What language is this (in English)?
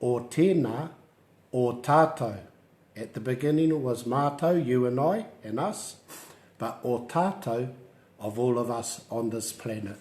Māori